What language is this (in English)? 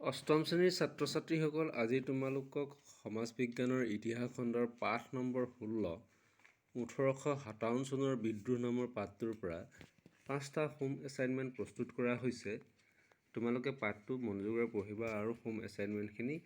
Assamese